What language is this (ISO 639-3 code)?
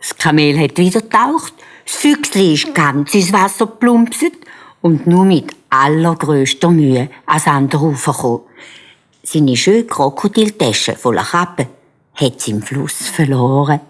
gsw